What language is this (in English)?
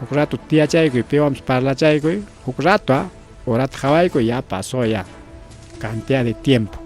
Ayacucho Quechua